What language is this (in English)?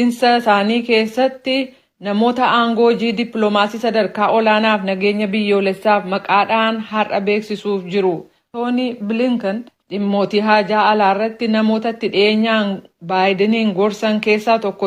Oromo